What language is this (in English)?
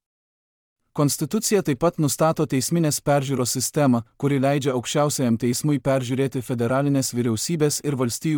Lithuanian